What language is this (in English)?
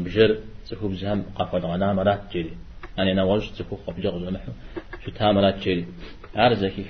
Kabardian